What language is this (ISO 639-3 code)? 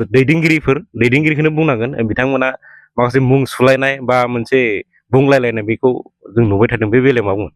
brx